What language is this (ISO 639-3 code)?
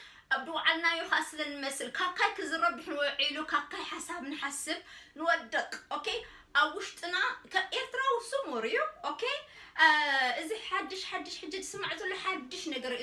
tir